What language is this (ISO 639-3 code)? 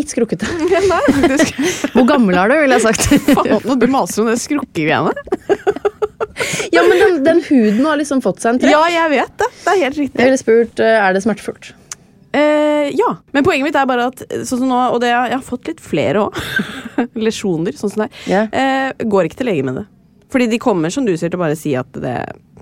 nor